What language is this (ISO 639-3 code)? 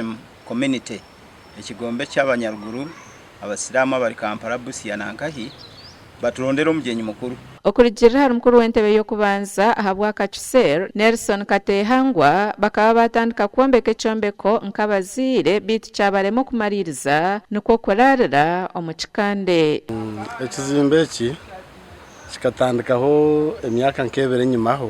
nyn